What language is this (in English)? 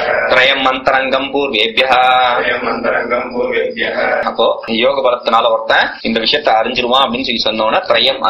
Tamil